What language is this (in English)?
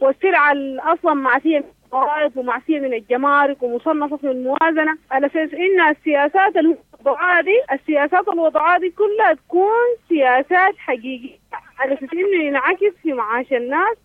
Sudanese Arabic